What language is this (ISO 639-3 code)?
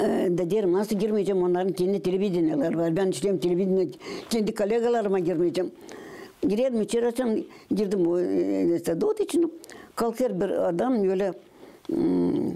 gag